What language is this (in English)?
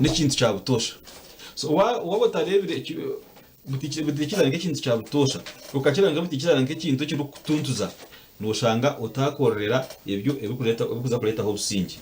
Nyankole